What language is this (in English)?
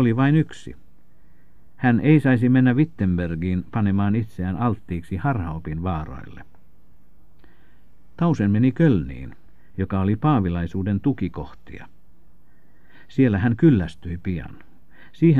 Finnish